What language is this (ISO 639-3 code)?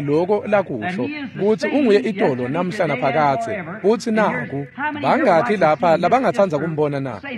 ssw